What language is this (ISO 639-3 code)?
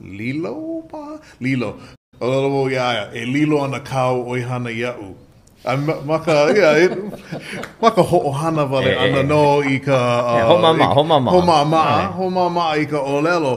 haw